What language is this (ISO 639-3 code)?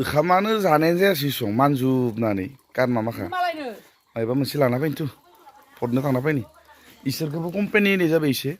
brx